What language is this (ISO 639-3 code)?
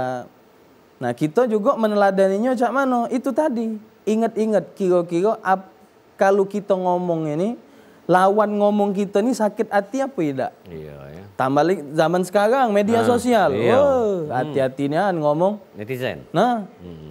mui